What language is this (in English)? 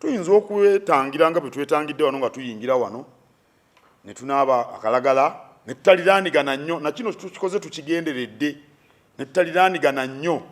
Ganda